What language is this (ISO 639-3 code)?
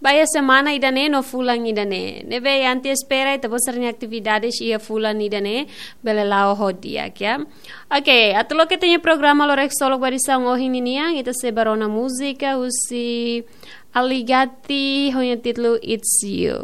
tet